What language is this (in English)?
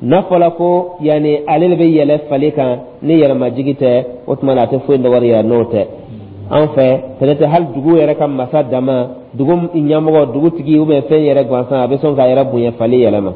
Dyula